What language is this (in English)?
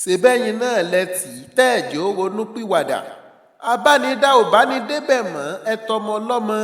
Yoruba